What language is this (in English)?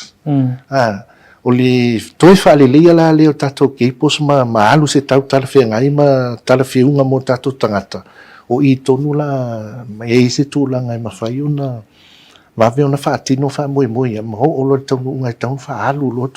Samoan